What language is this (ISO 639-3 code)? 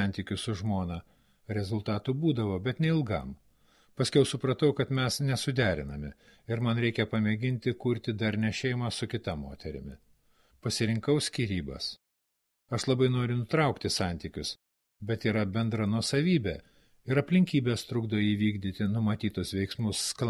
lit